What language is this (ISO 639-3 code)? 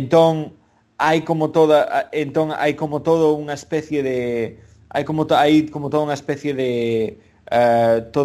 glg